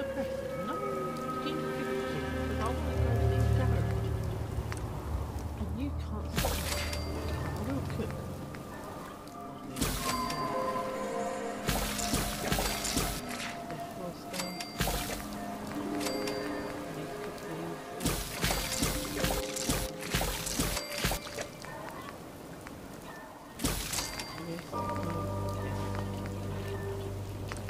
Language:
English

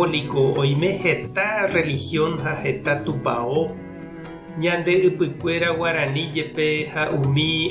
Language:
Guarani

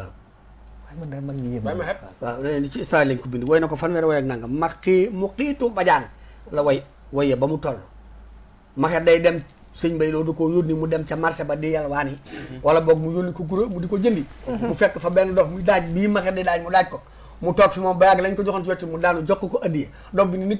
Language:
Wolof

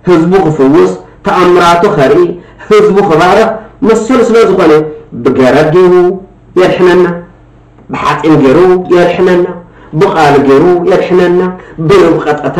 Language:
Tigrinya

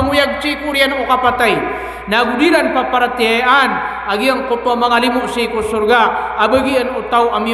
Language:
Maranao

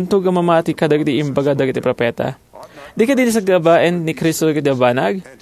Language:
Iloko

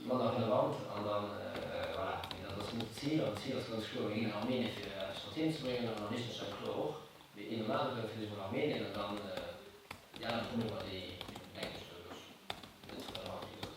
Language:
Luxembourgish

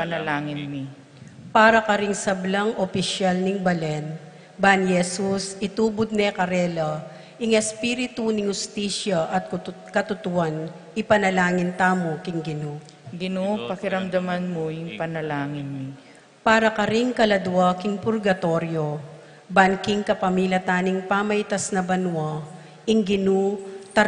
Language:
Pampanga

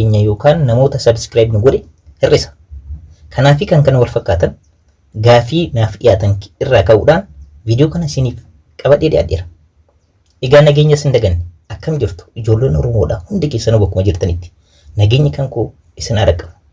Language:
Oromo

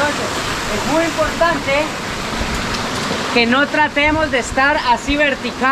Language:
Spanish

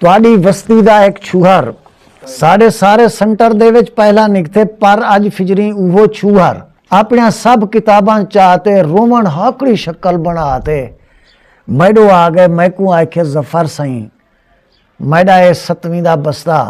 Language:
Saraiki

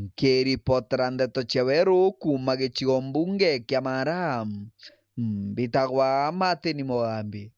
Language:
Meru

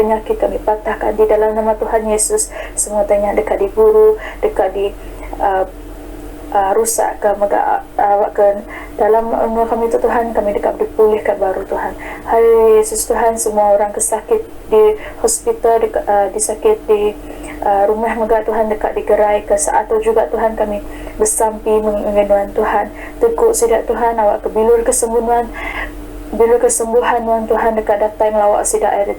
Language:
Iban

